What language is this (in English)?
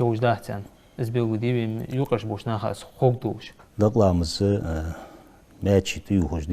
Ingush